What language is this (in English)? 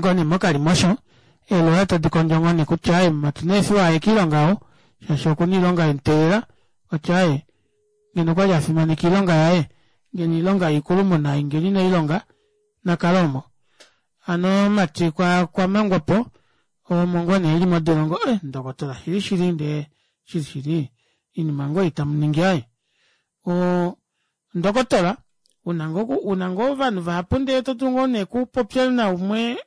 Kuanyama